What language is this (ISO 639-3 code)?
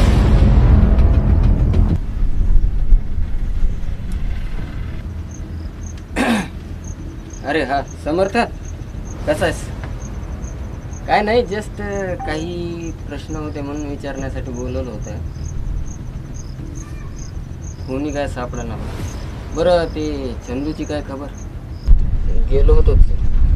mar